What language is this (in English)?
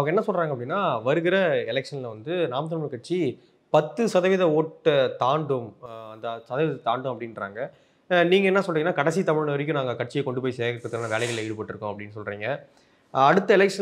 Tamil